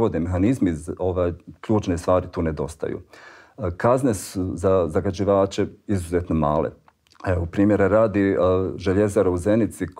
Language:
Bosnian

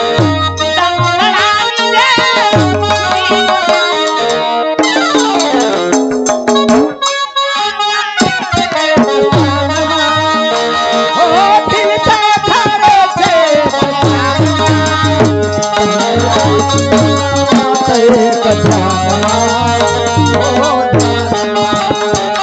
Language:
Gujarati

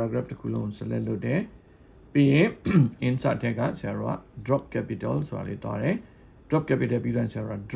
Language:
Burmese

